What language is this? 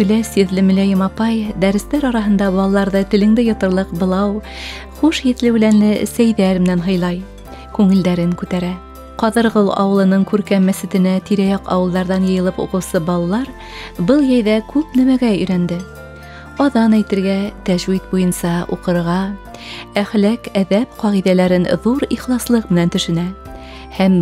Bashkir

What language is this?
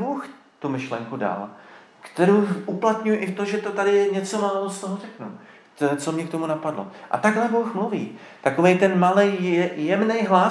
Czech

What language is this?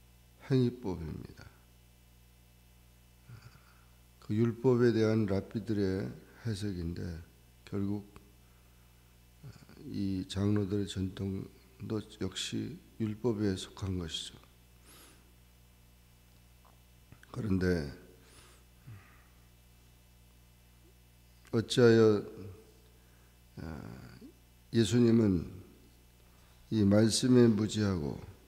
Korean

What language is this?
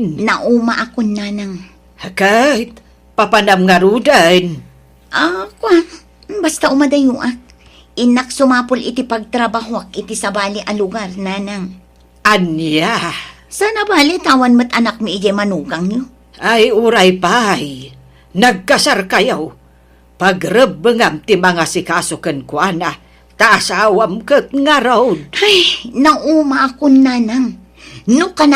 Iloko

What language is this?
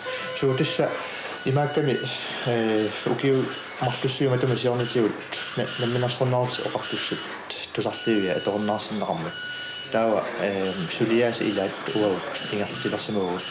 Kalaallisut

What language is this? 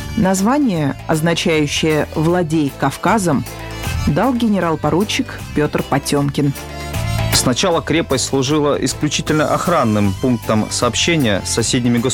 Russian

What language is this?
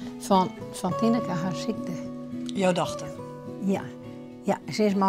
Western Frisian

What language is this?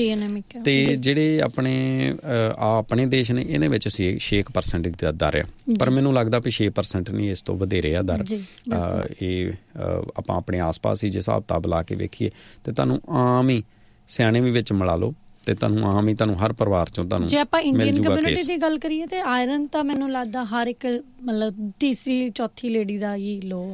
Punjabi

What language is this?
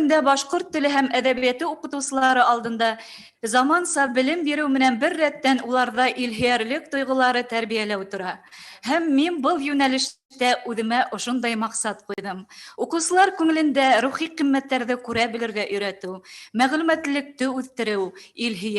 Bashkir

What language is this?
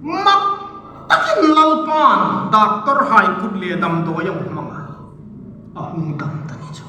Hmar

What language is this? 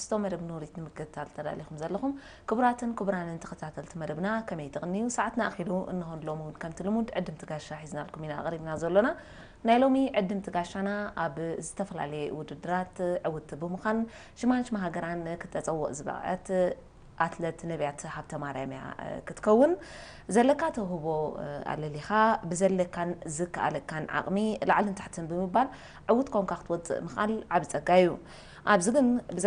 Tigrinya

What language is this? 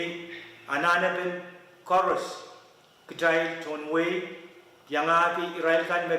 Pohnpeian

